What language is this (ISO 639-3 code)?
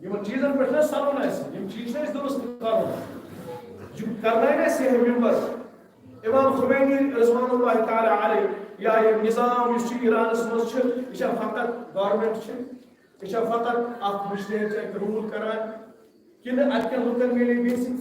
kas